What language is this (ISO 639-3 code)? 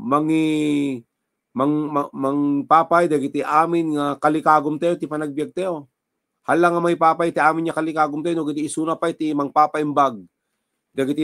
ilo